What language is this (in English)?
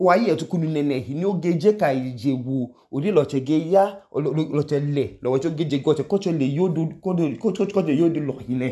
Idoma